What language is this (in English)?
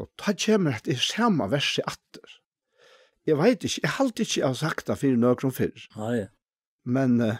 Faroese